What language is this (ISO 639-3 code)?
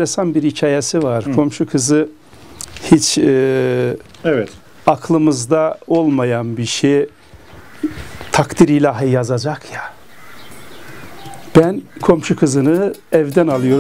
tur